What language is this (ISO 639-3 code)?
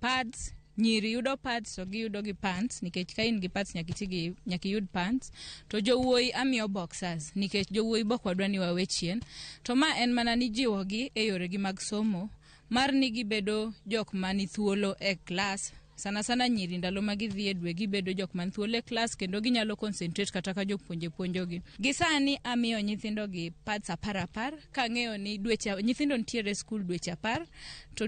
luo